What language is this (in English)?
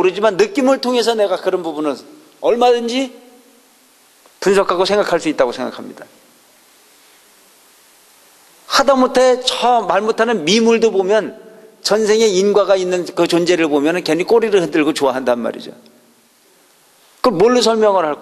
Korean